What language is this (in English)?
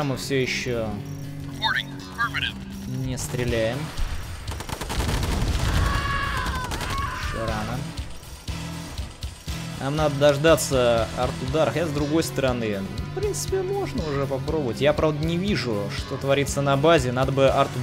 Russian